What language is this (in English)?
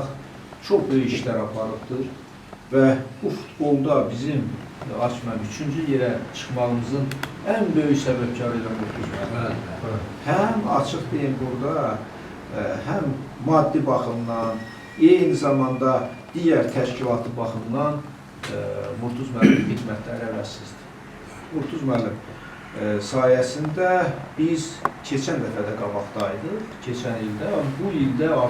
Azerbaijani